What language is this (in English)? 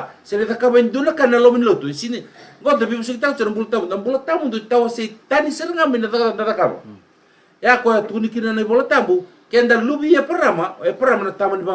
Fijian